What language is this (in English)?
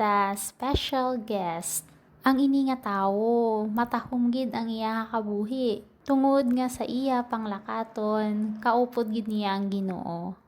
Hiligaynon